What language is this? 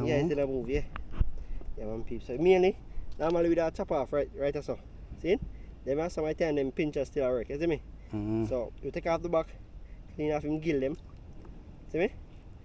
Jamaican Creole English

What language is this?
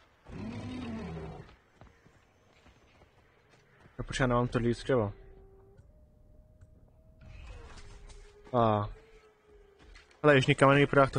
Czech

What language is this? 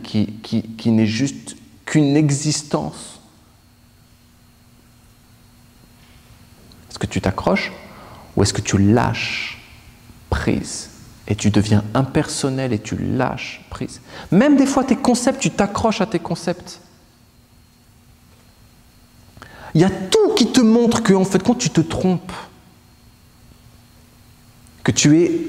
French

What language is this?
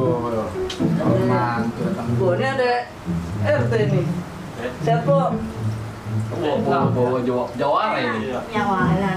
Betawi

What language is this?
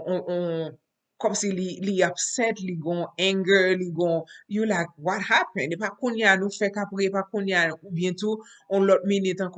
Haitian Creole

